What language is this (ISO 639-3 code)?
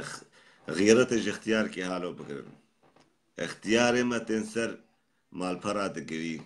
kur